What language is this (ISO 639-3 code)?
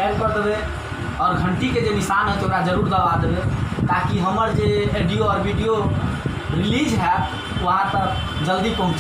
mai